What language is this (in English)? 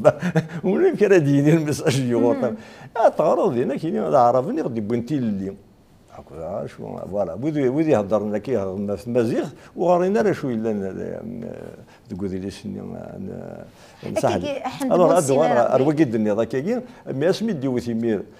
Kabyle